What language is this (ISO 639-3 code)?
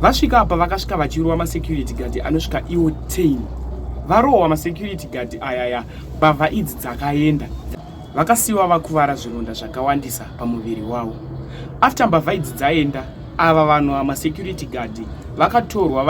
sna